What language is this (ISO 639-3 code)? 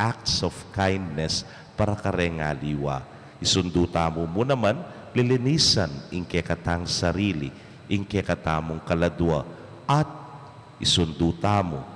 pam